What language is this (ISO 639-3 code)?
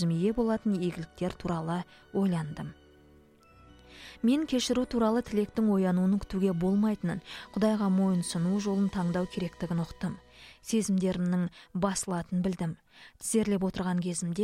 kaz